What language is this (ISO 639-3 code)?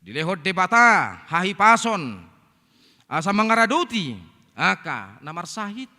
bbc